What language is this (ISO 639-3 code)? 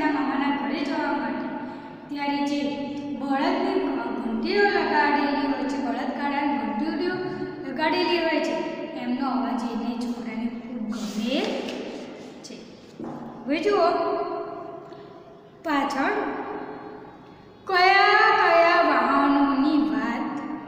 guj